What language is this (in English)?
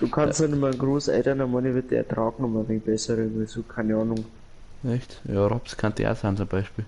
Bavarian